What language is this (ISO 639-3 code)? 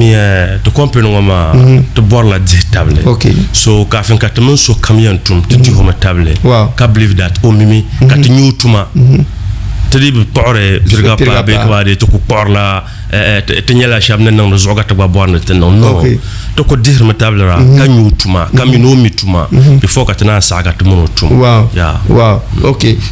dag